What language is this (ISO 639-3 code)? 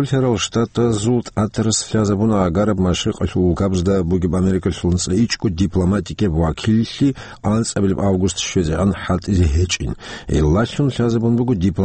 ava